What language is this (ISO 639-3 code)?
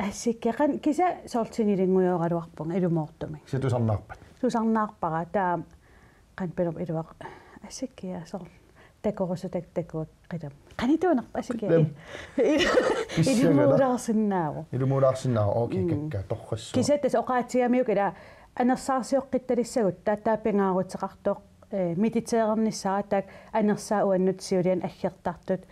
kal